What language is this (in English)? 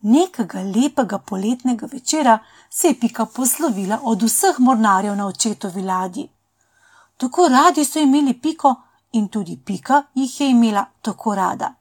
Slovenian